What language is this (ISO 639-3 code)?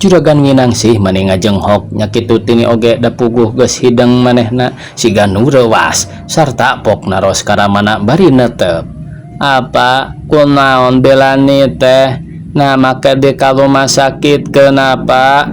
sun